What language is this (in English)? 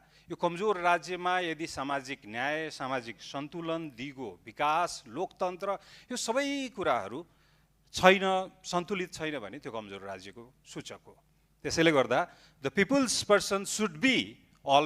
Nepali